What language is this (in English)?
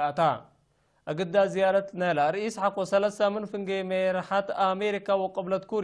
Tigre